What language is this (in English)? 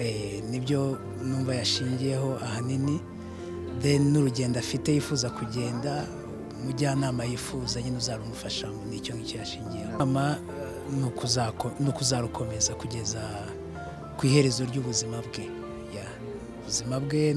Kinyarwanda